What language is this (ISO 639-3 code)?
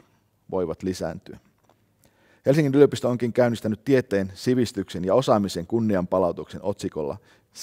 fin